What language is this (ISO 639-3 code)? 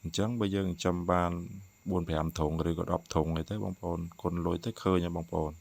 khm